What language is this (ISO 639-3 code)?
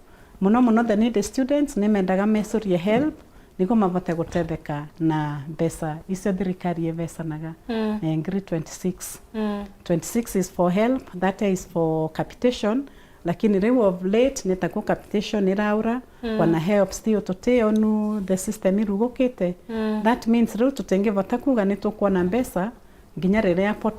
mer